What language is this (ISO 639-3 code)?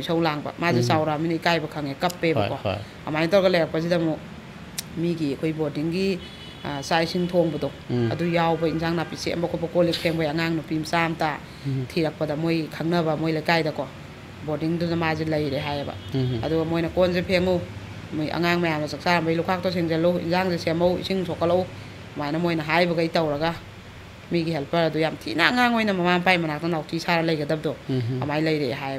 mni